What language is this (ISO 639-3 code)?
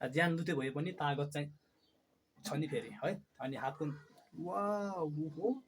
nep